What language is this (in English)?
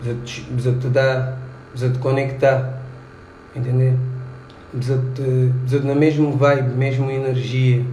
Kabuverdianu